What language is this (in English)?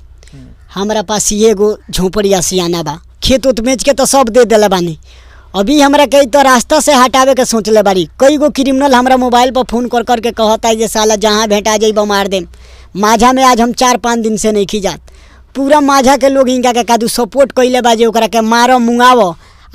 Bhojpuri